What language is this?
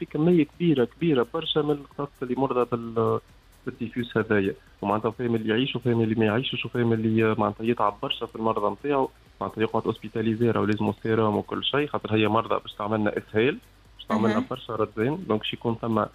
Tunisian Arabic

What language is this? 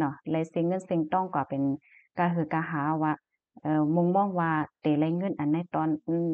Shan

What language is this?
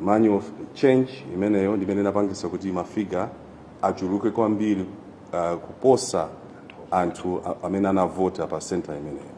Nyanja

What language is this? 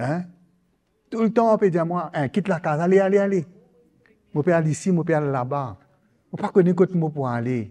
Morisyen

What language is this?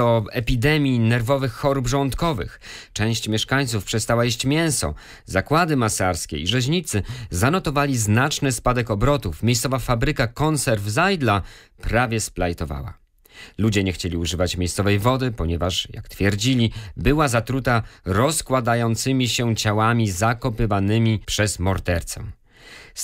Polish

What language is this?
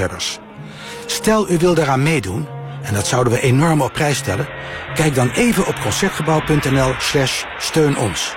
Dutch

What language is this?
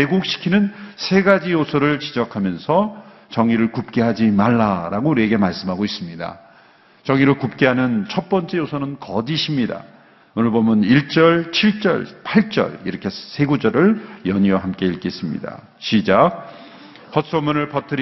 Korean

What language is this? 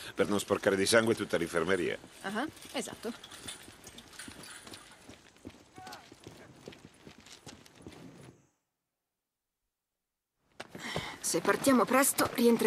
Italian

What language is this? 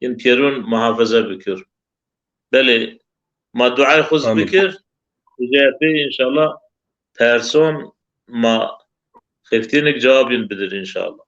Zaza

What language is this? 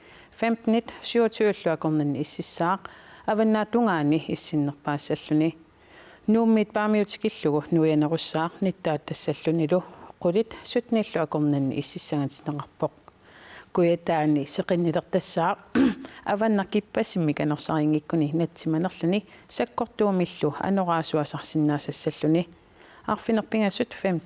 Kalaallisut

